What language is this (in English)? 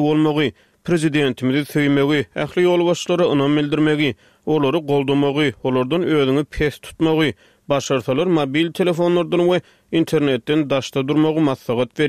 Turkmen